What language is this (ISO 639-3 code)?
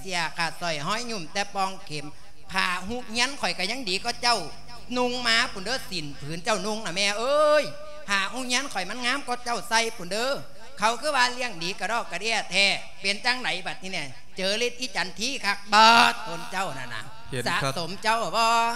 lao